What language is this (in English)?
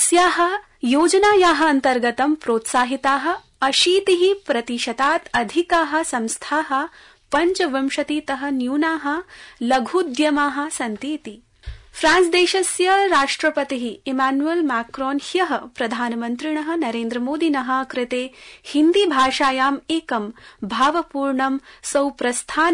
Sanskrit